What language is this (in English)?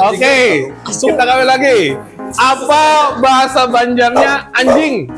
Banjar